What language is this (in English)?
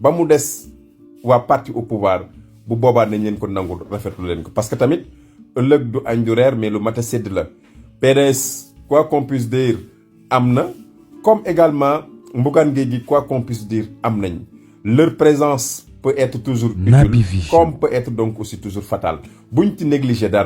Wolof